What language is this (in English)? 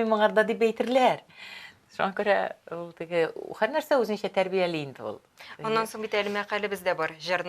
Tatar